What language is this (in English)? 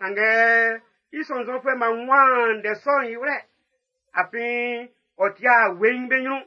Baoulé